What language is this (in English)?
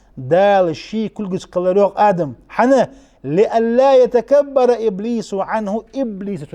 Ingush